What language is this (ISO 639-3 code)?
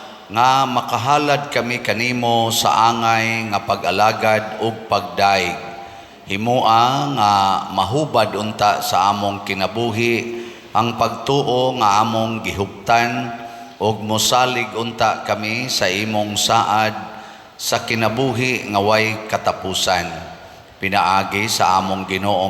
ceb